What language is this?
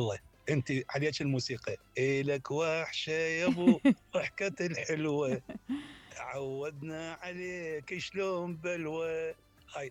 Mesopotamian Arabic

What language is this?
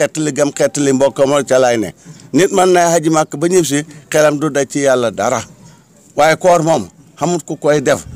Wolof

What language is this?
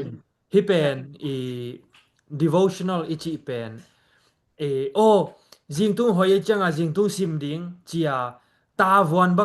Tedim Chin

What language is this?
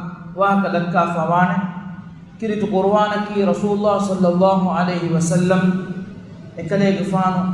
Divehi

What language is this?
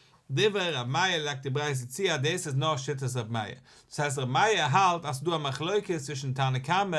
Yiddish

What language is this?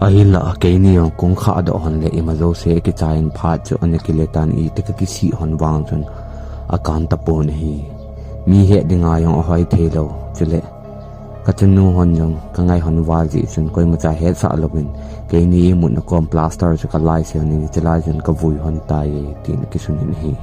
Thado Chin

